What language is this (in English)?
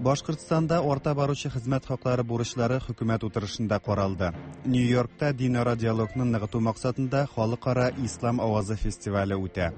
Tatar